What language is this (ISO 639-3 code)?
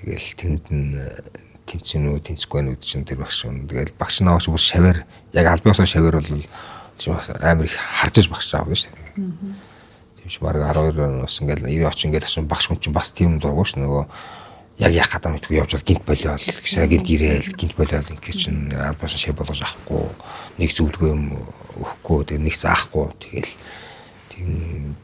mon